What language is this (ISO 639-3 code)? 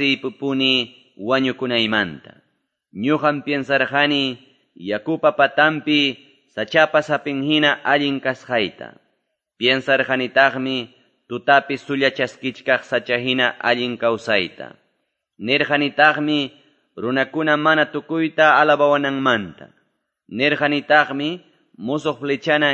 que